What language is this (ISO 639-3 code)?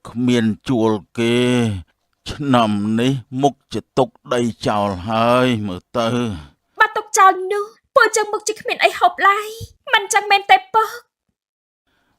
khm